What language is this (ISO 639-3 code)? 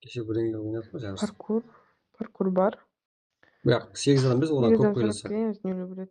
kaa